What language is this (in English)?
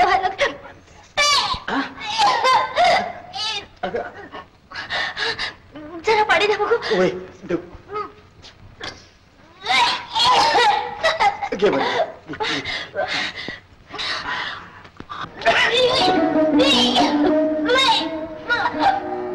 Marathi